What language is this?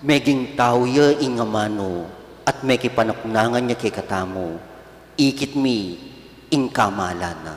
Pampanga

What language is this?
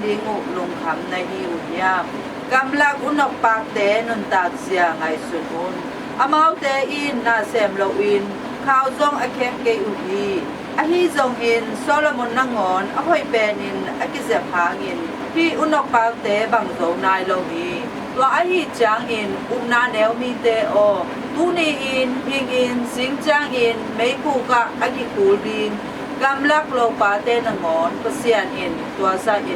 Tedim Chin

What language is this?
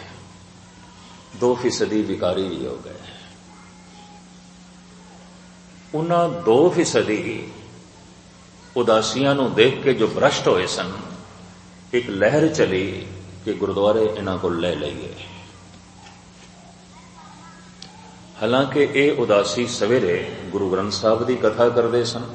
Punjabi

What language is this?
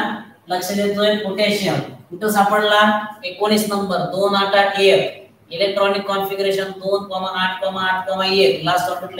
Marathi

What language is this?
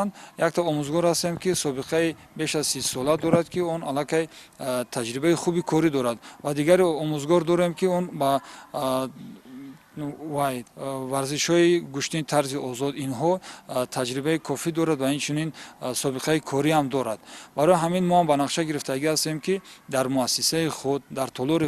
Tajik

